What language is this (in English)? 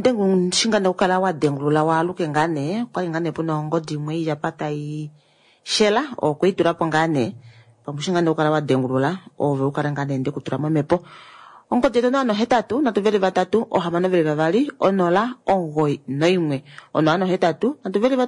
Kuanyama